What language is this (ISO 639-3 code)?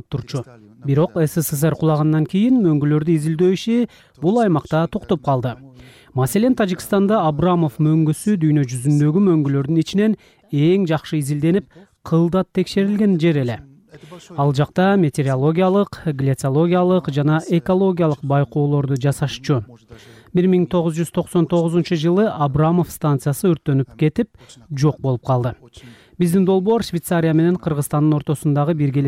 kir